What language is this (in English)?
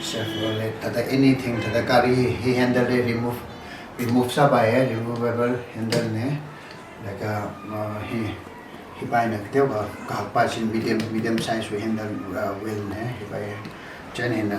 Tangkhul Naga (India)